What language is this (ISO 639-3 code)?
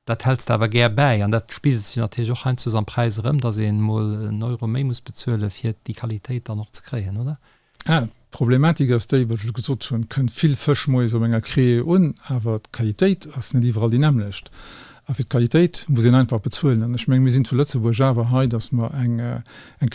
ltz